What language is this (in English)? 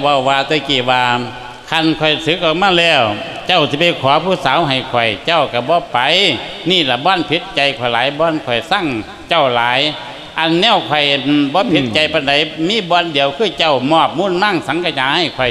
Lao